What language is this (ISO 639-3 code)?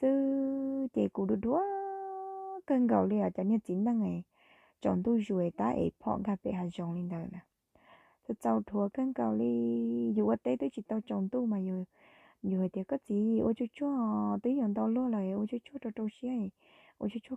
hmn